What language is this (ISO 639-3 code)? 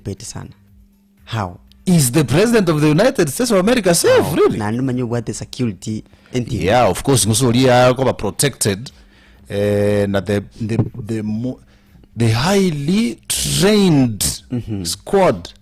guz